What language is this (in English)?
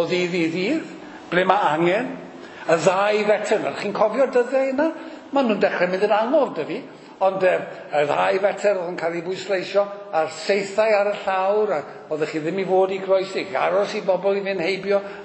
Welsh